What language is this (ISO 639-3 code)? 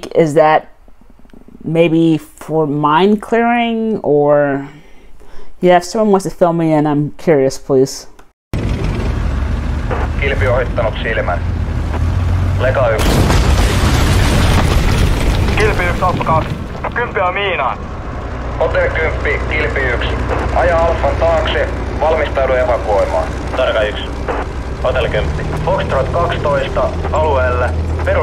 fin